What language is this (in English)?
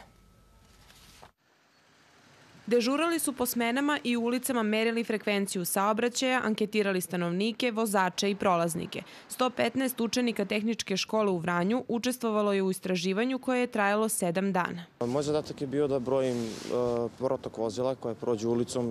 Serbian